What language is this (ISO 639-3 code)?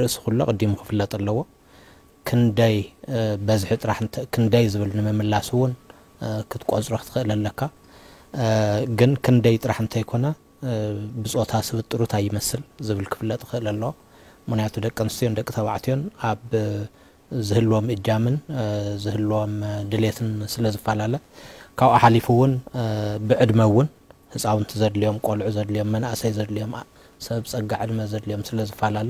tir